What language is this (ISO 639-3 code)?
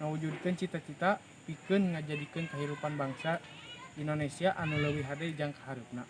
sun